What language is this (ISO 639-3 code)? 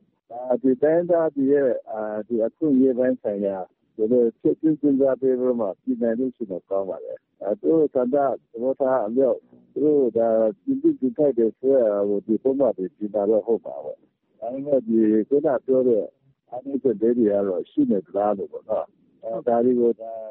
mya